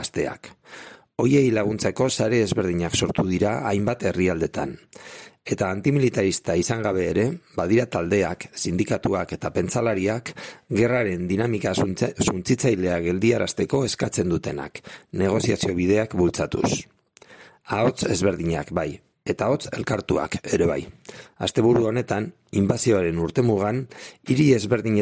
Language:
Basque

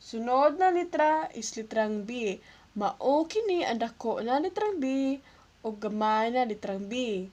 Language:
Cebuano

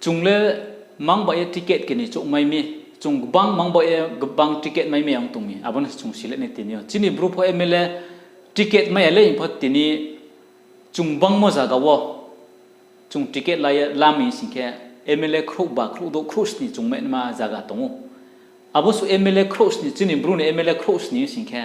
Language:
Riang (India)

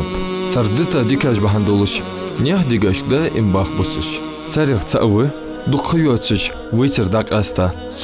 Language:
Ingush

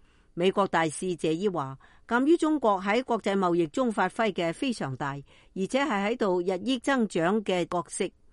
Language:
Cantonese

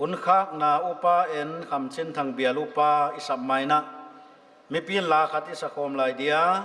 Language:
Paite Chin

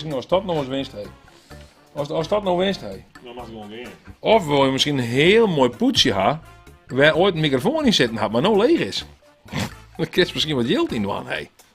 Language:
Western Frisian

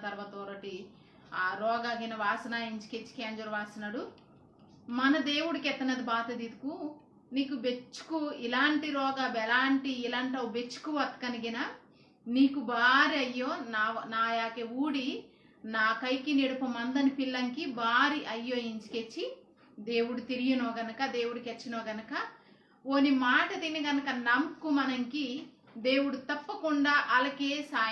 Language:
Koya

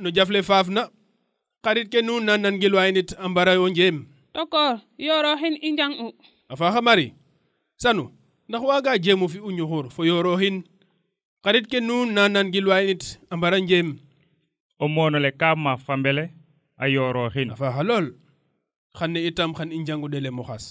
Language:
Serer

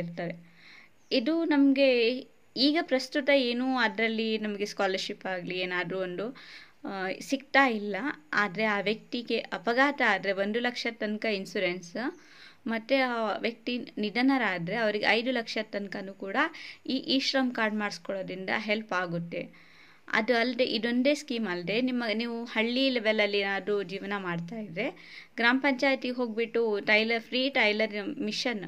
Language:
Kannada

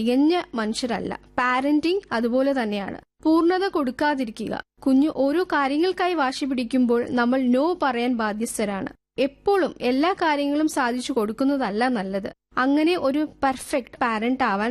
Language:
Malayalam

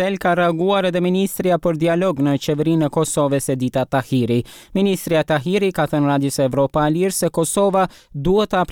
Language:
Albanian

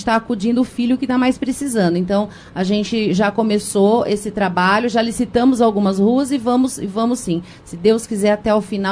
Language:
Portuguese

